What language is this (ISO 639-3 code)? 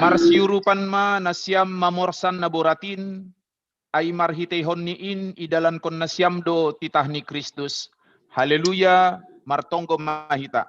bts